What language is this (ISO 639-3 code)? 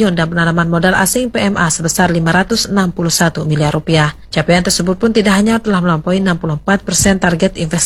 ind